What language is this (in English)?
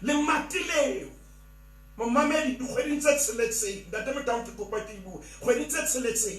Southern Sotho